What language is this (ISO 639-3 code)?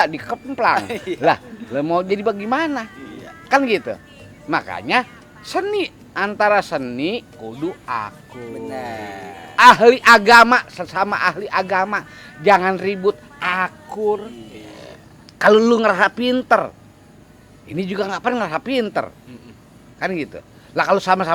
bew